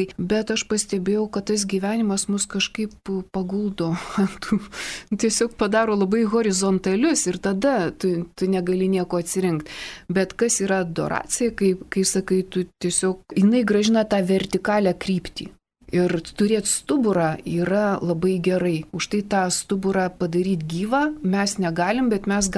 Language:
Lithuanian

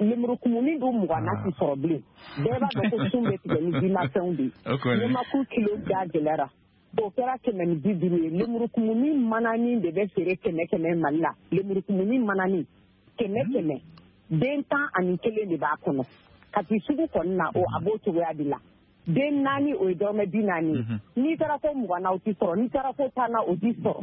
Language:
Bambara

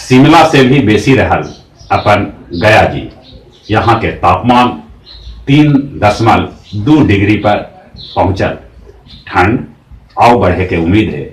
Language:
Magahi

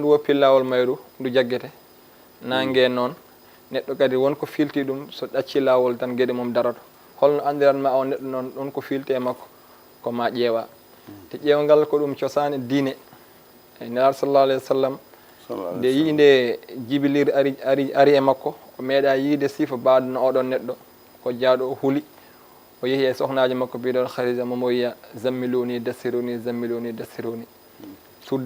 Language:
Fula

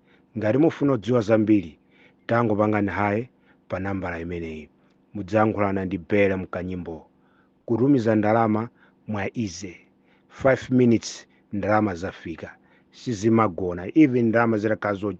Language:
Nyanja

